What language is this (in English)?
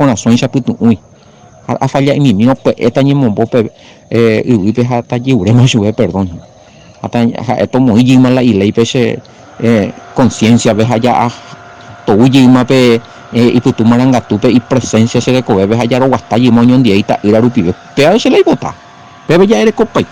Guarani